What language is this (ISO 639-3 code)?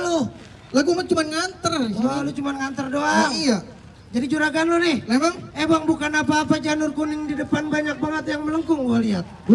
bew